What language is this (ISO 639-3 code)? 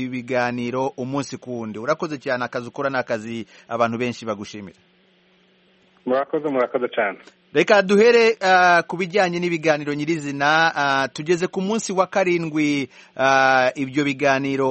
kin